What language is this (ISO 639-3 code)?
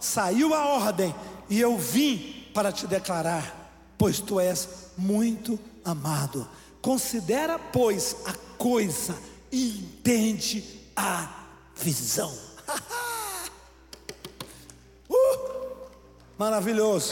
por